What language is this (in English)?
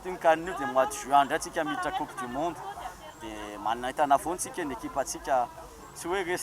Malagasy